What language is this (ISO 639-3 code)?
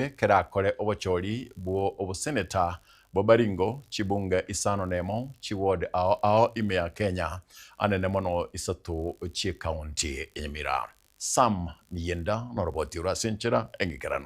guz